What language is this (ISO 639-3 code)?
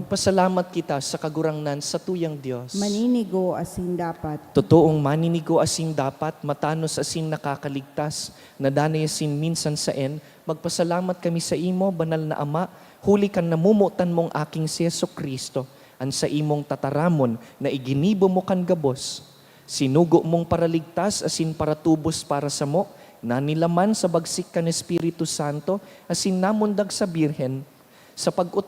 bik